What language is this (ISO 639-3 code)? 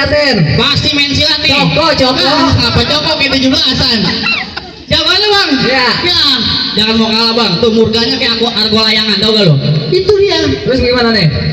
bew